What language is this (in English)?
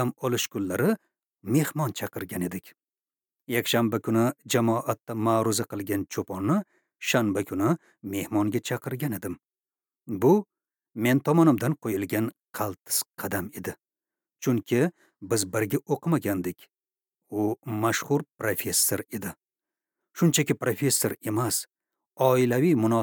Uzbek